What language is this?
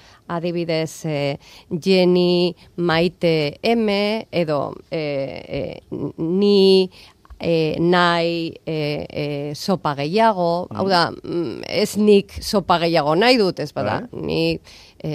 Basque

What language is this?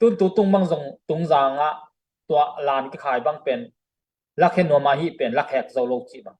Tedim Chin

